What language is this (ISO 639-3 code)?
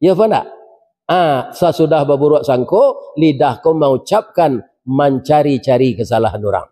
min